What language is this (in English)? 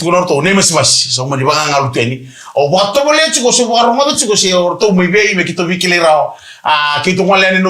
Fijian